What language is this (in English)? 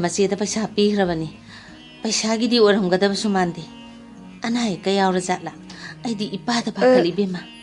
Manipuri